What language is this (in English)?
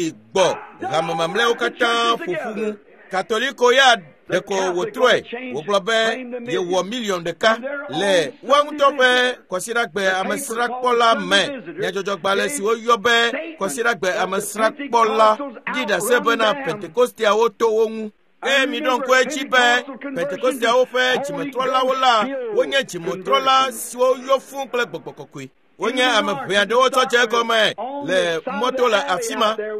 Ewe